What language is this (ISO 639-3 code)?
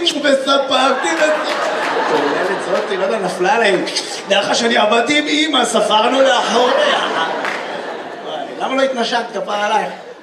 heb